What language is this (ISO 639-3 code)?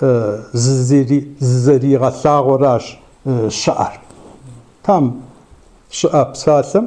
kbd